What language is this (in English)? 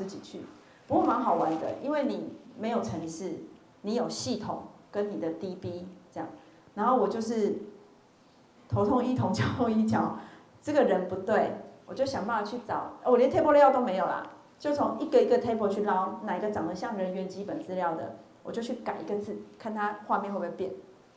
Chinese